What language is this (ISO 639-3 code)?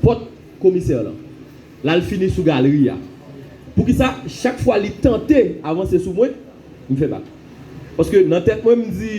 hat